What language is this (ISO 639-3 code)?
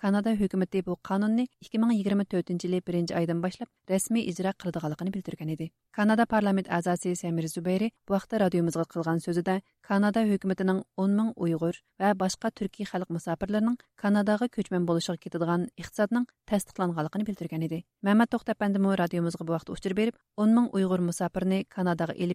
uig